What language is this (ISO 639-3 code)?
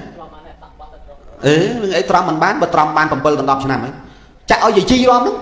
khm